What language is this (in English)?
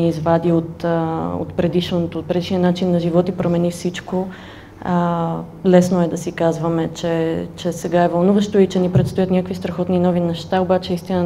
Bulgarian